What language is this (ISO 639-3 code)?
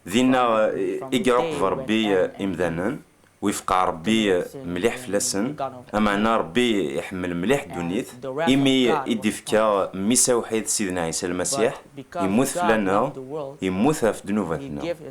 kab